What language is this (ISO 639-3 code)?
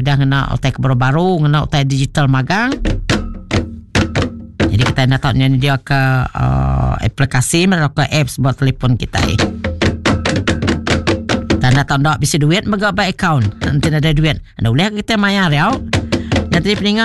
iba